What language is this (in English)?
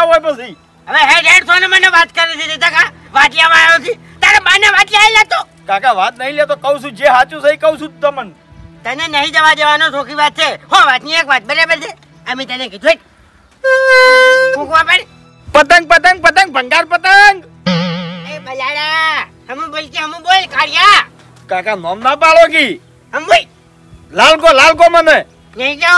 Gujarati